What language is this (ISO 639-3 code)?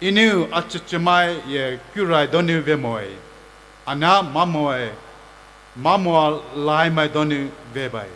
pmx